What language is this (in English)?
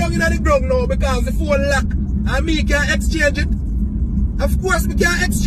Jamaican Creole English